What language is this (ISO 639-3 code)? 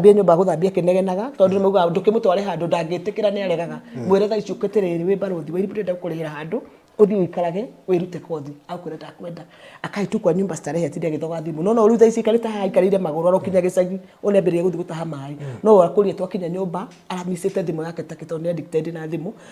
kik